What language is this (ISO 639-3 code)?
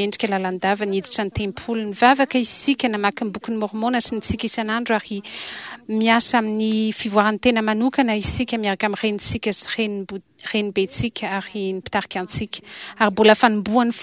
mlg